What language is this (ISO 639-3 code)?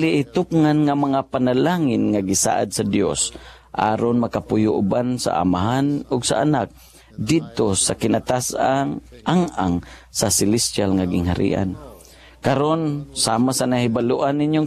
ceb